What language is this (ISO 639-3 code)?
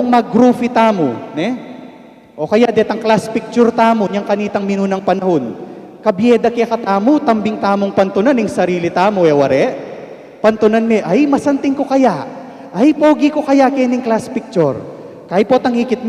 pam